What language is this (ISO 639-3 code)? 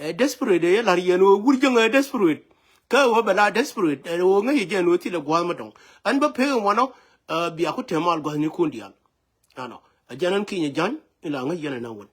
nus